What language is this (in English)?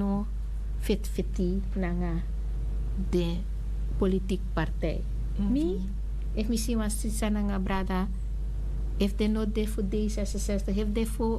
Sranan Tongo